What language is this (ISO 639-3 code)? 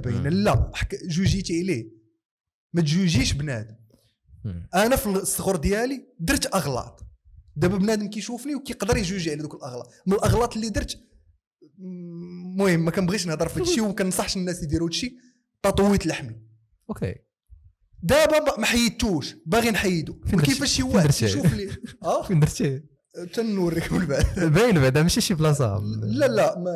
ary